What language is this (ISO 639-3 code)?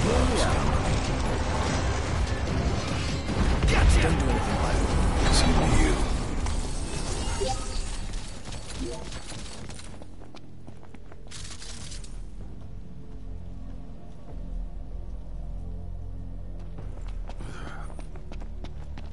eng